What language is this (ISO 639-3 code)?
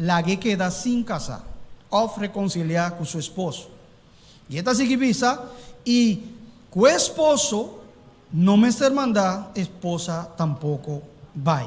pap